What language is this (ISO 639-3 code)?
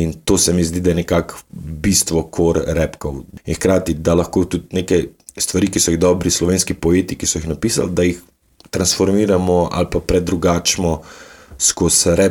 slv